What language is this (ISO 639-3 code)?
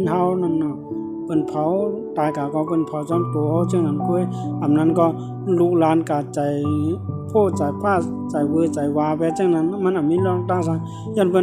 shn